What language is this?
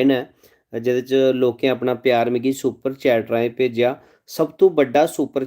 Dogri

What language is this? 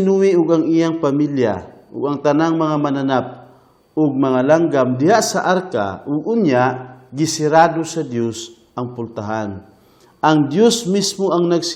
Cebuano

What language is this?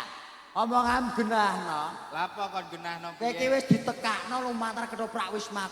Javanese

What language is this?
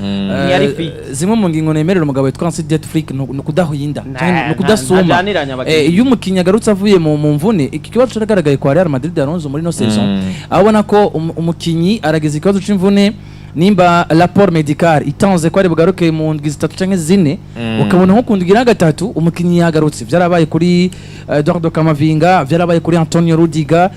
Rundi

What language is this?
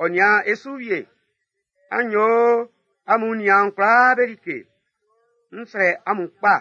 Baoulé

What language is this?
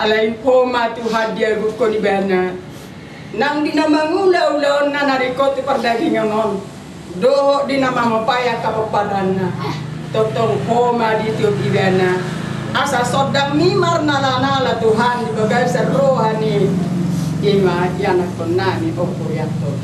Batak Toba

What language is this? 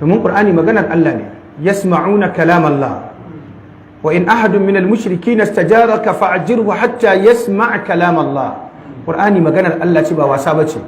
Hausa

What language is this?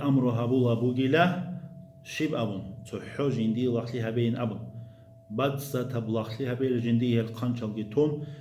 Avaric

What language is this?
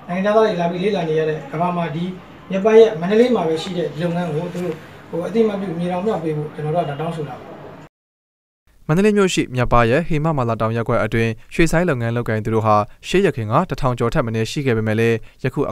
Burmese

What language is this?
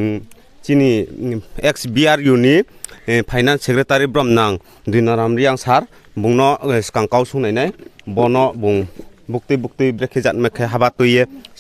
Riang (India)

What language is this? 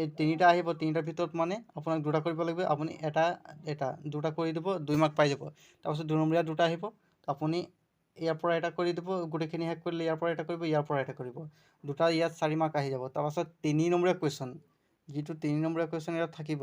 Assamese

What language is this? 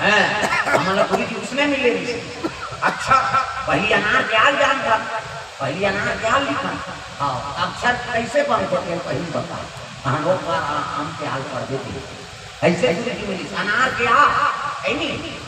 Chhattisgarhi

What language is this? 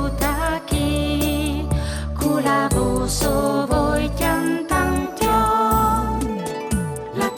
Friulian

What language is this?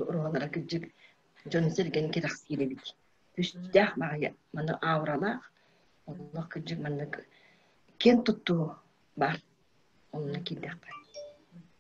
Yakut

